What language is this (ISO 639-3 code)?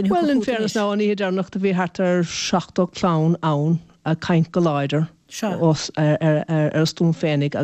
gle